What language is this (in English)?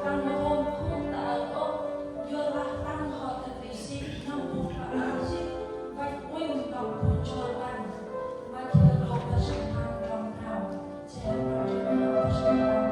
Central Mnong